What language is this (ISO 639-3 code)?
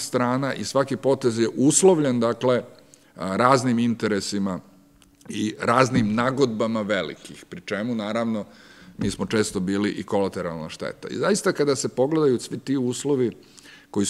srp